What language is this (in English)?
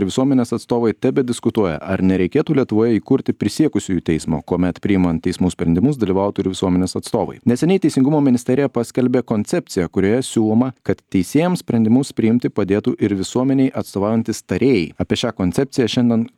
Lithuanian